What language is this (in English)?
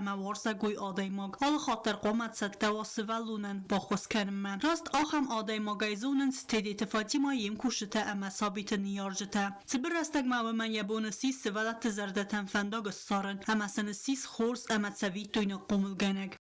Ossetic